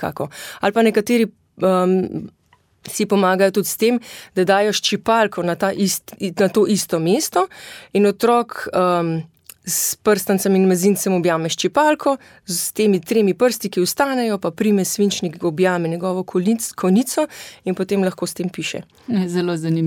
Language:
Slovenian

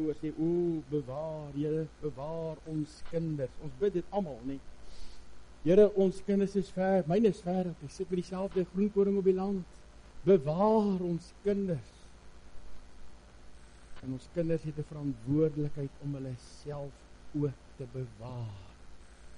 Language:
Afrikaans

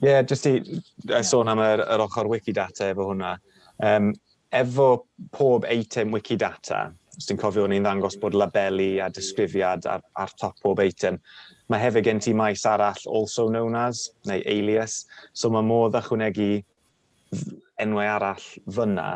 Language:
Welsh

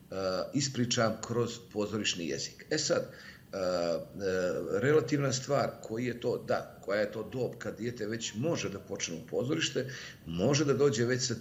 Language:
Bosnian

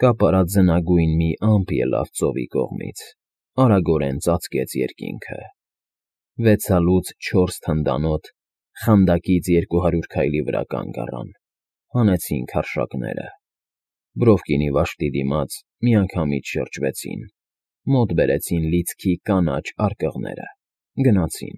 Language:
Armenian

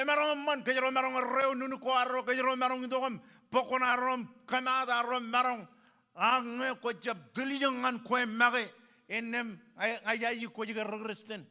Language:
Marshallese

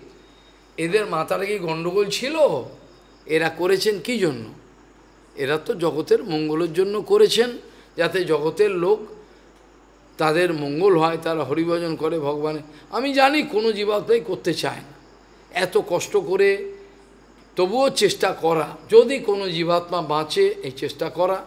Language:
Bangla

